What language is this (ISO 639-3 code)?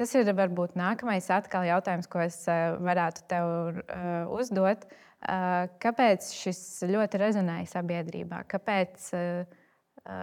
lav